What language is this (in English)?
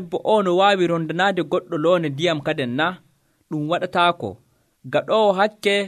Nigerian Fulfulde